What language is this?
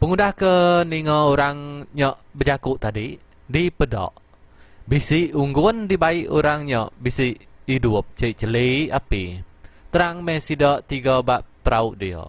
Iban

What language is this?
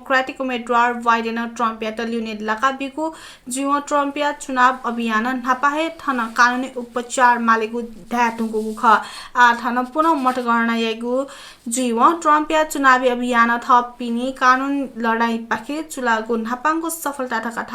Newari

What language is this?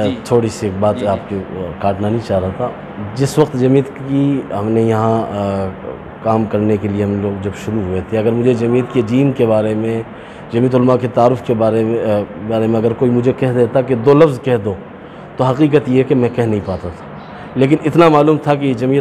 Urdu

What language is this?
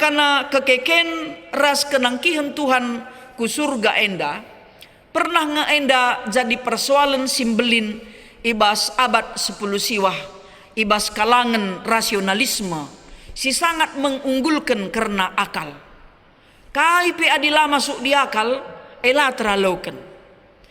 Batak Karo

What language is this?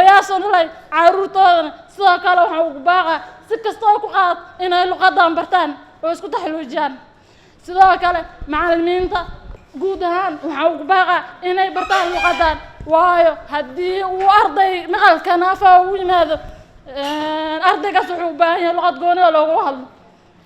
Somali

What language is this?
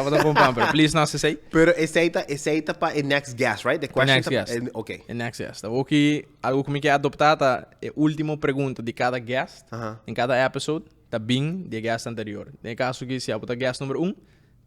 Papiamento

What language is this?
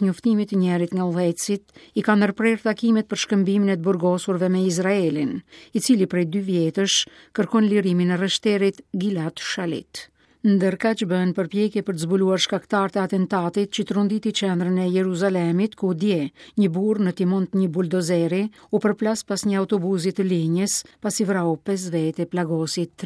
Albanian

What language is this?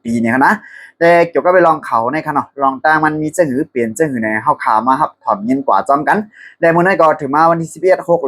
Shan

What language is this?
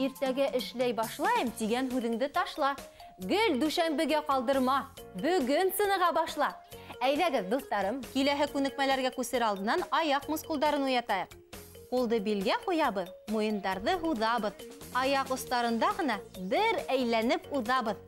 Bashkir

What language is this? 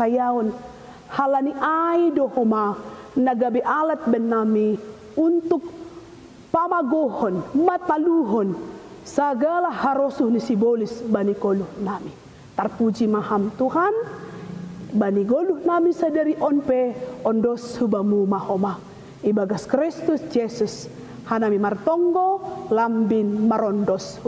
Batak Simalungun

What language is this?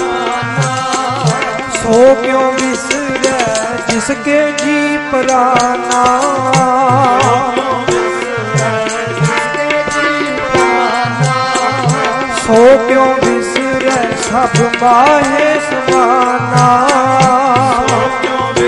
Punjabi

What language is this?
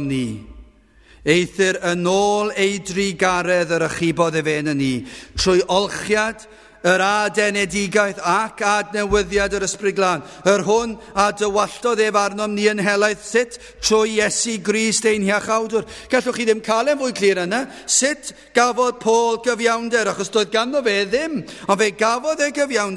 Welsh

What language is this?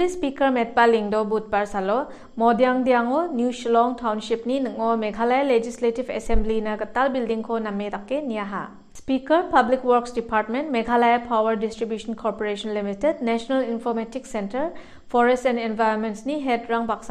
Garo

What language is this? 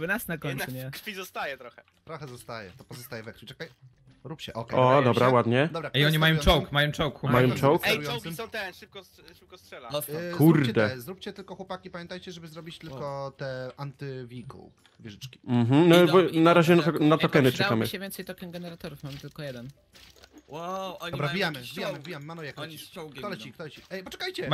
Polish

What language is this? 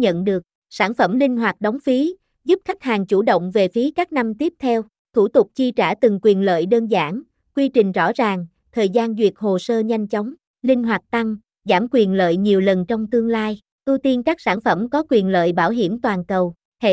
Vietnamese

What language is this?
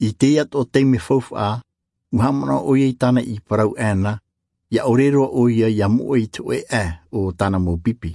Tahitian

